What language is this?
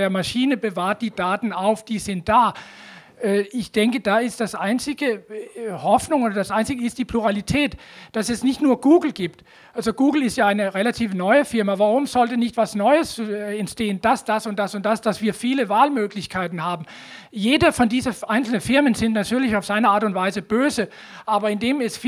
German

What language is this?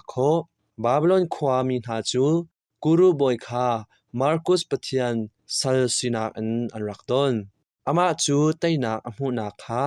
Hakha Chin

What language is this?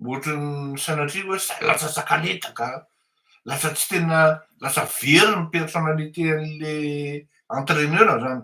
Malagasy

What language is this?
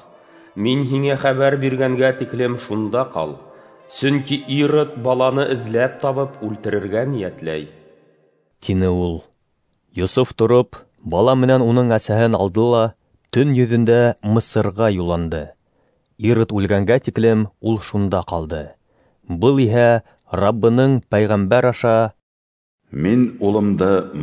Bashkir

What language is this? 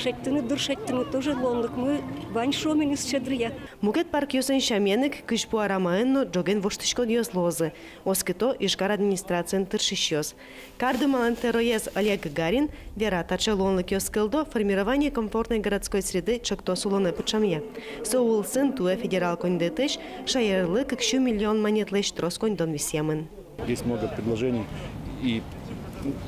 Udmurt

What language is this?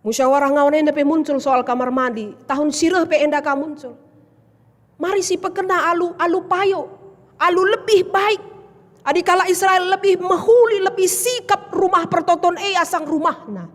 Batak Karo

